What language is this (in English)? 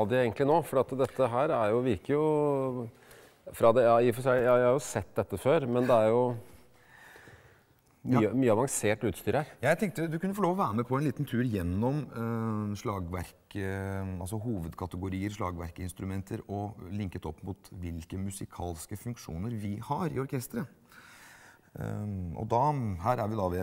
Norwegian